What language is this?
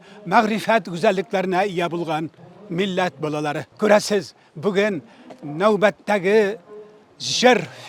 Tatar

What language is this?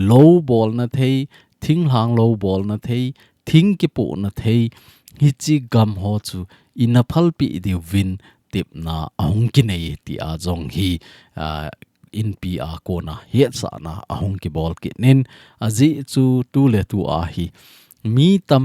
Thado Chin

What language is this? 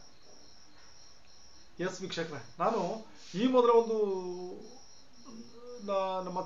Kannada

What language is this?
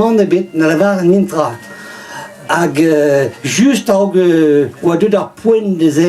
Breton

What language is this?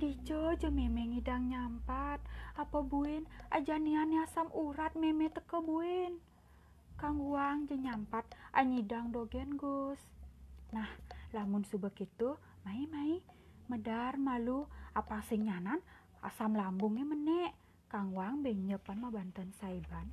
Balinese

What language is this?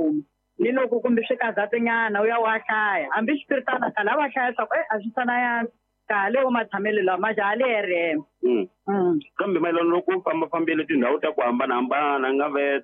Tsonga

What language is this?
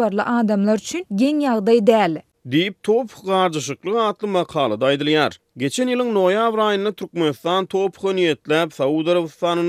Turkmen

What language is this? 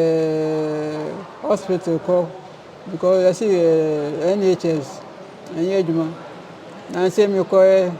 Akan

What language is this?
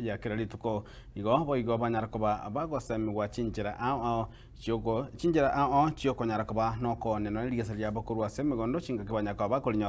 Gusii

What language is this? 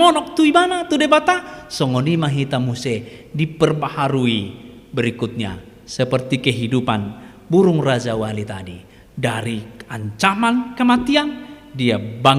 Batak Toba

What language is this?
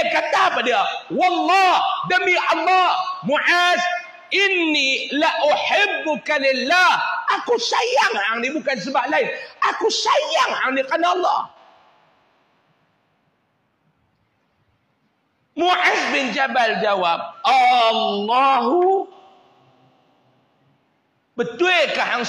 Malay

